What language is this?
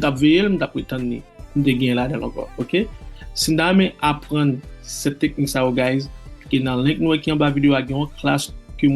Haitian Creole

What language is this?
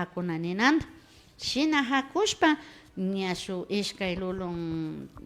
Imbabura Highland Quichua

